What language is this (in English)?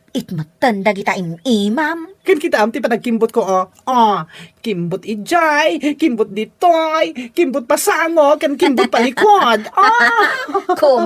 Iloko